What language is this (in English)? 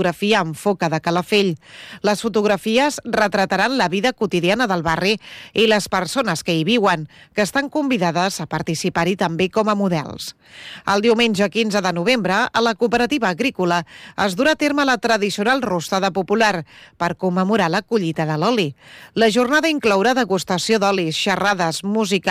Catalan